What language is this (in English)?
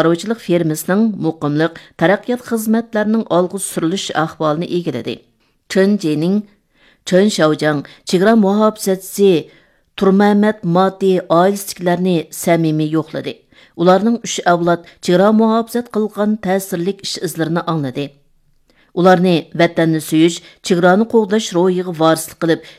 Uyghur